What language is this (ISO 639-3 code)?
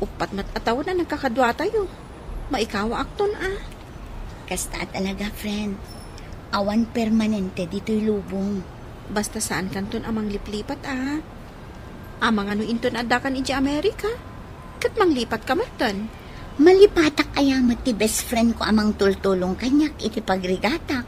ilo